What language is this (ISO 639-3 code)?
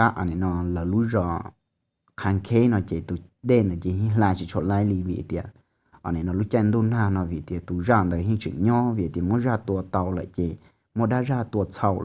hmn